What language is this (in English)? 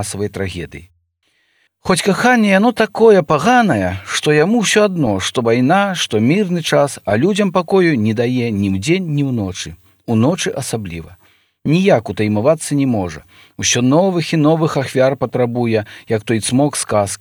Belarusian